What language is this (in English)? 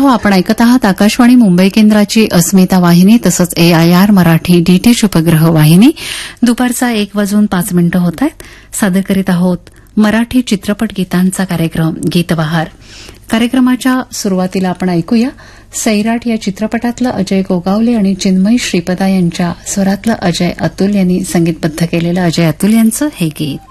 Marathi